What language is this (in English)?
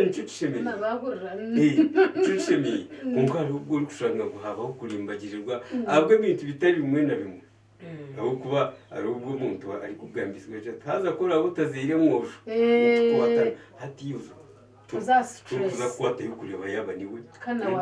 Nyankole